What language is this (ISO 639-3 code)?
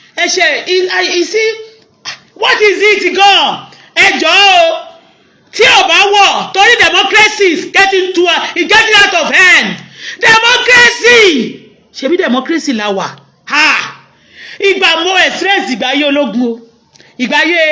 yor